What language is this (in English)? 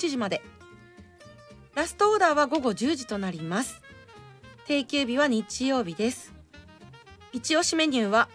Japanese